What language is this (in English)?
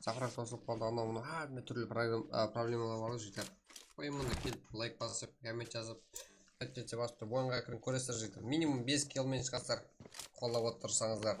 Kara-Kalpak